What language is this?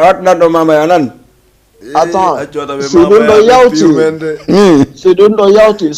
Fula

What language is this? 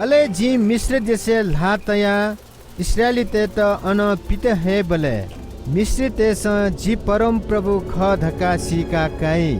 Newari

